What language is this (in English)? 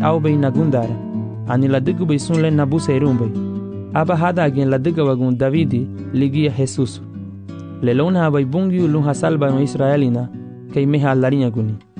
Garifuna